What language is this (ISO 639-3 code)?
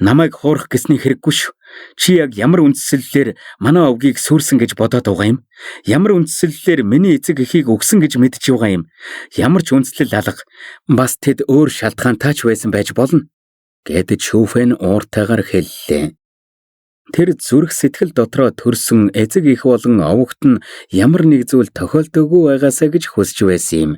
mon